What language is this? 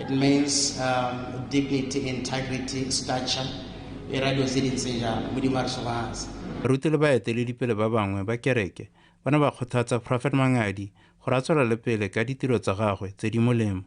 Tswana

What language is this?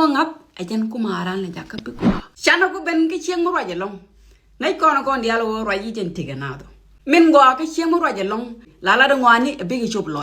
Nuer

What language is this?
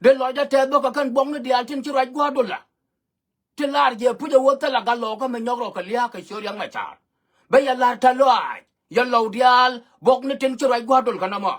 Nuer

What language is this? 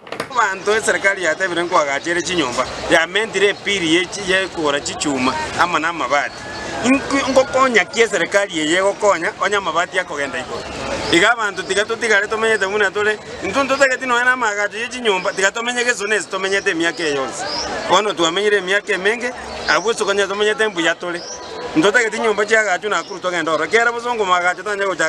Gusii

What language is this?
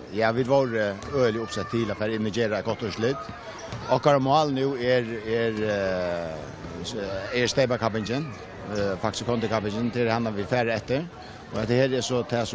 Faroese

